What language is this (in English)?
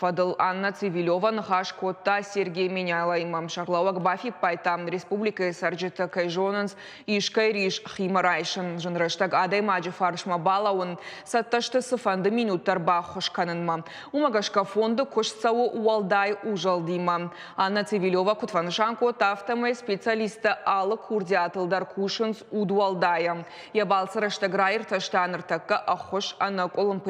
Ossetic